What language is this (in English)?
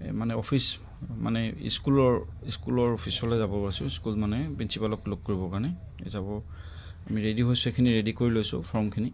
Assamese